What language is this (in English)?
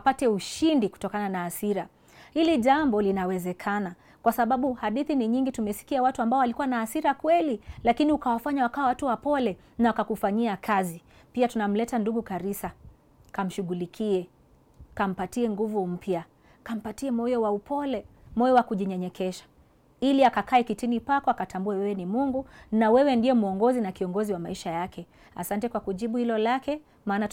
Swahili